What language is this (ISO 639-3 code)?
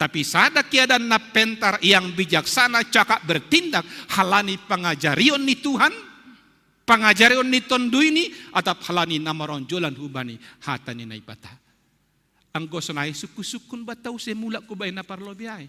bts